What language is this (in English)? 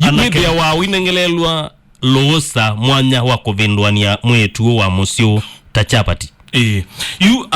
Kamba